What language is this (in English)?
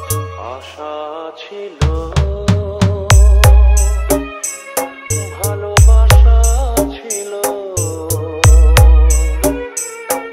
Bangla